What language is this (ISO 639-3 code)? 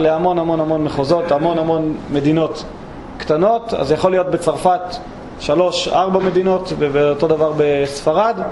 heb